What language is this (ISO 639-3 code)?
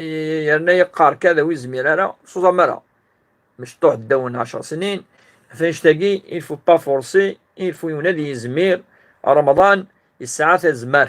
kab